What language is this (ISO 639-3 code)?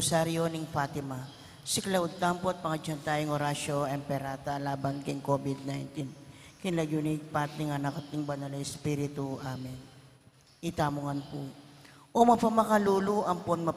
pam